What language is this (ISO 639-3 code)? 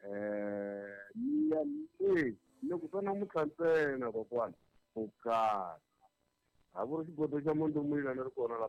tso